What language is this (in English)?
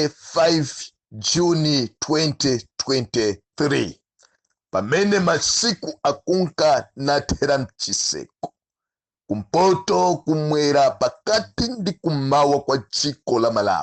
Nyanja